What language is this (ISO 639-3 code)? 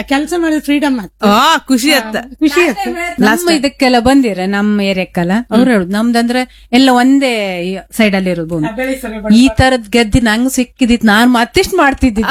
kan